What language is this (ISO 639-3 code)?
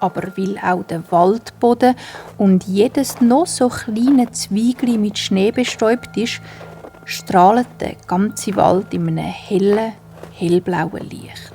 gsw